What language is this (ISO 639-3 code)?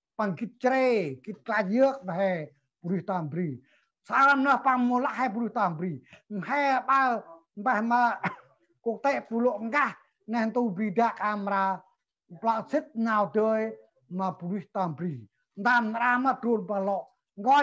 cmo